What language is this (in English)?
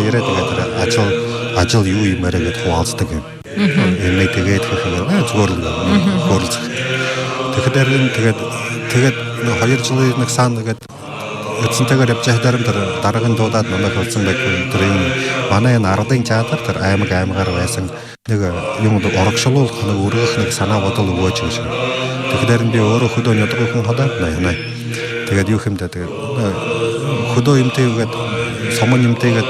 Buriat